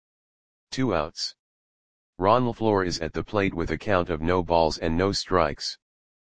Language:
English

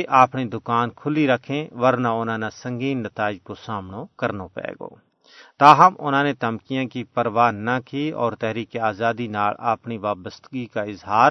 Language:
Gujari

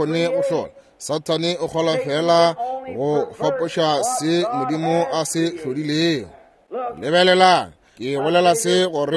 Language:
Northern Sotho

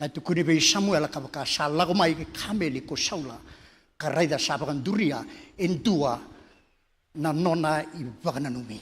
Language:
Fijian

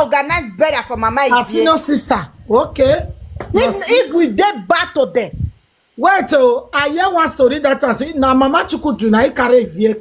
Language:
Nigerian Pidgin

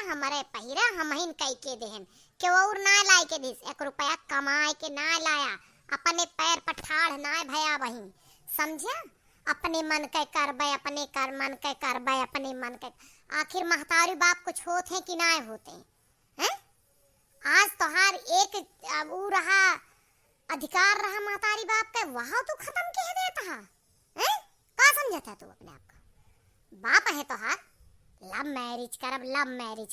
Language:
Awadhi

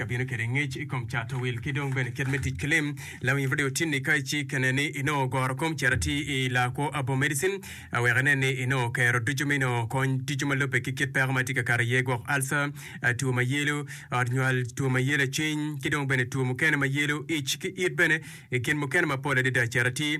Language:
Acoli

